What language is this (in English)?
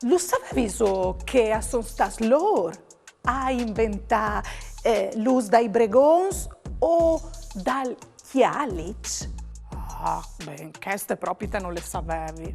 Friulian